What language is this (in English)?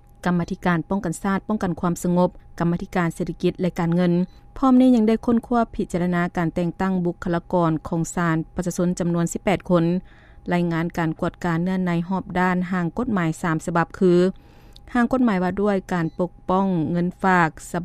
Lao